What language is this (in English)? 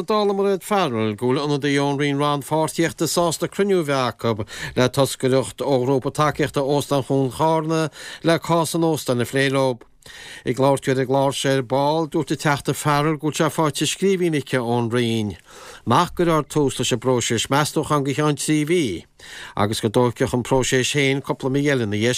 Irish